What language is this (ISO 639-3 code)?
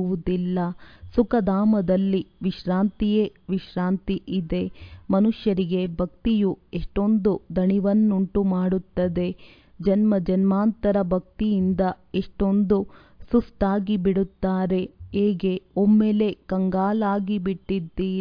kan